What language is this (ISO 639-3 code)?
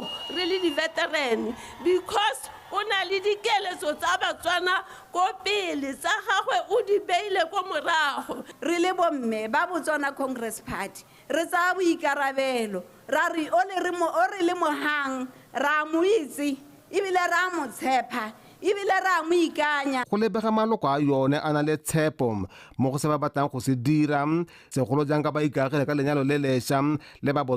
tsn